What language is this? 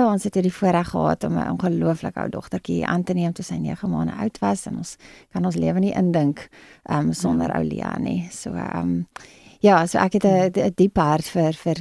Afrikaans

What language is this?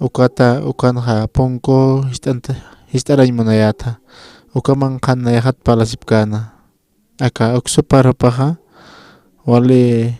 Aymara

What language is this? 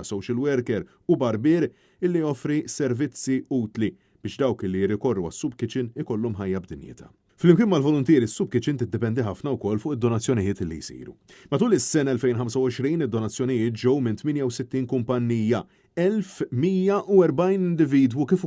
Maltese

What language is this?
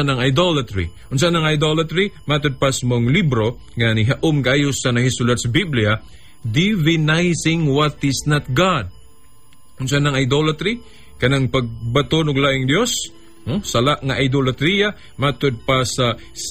Cebuano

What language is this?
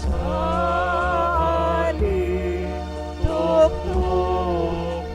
Bikol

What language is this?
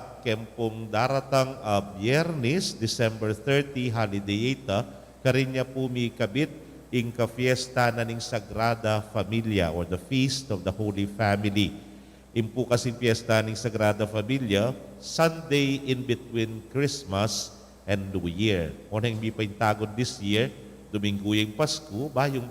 Pampanga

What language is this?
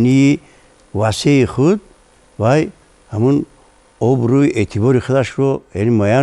Tajik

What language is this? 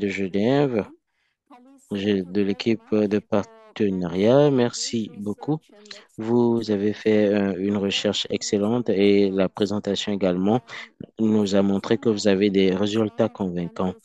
French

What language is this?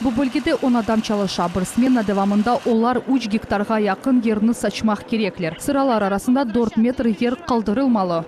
Crimean Tatar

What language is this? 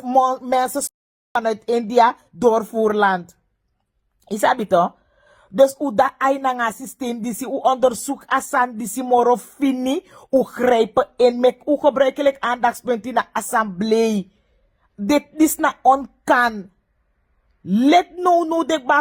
Sranan Tongo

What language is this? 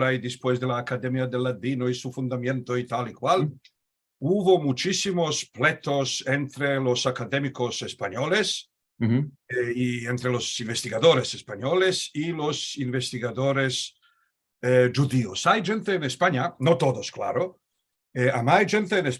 Ladino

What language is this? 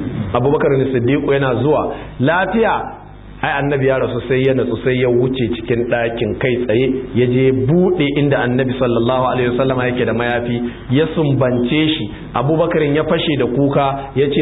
Hausa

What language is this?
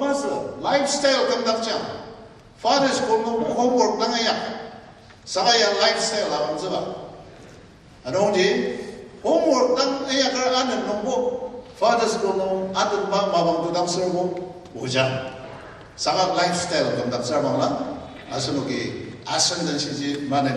Ao Naga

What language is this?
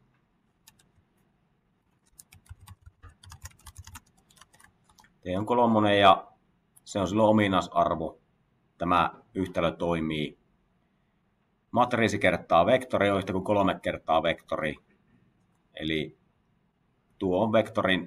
Finnish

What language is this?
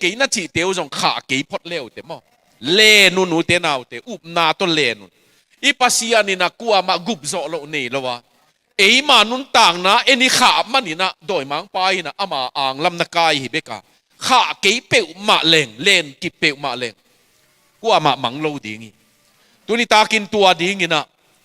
Tedim Chin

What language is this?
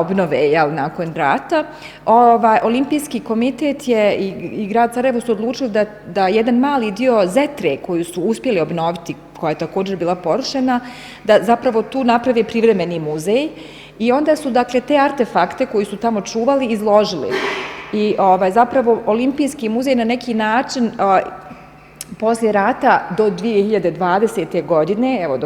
Bosnian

